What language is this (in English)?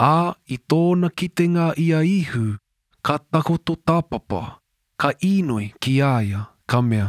Māori